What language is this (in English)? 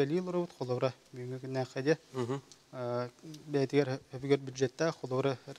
Yakut